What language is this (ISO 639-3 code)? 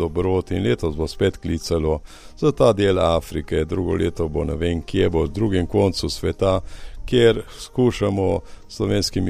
slv